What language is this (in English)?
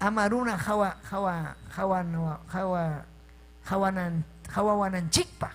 Ayacucho Quechua